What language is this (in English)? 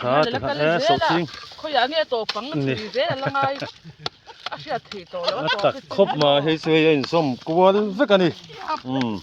Mizo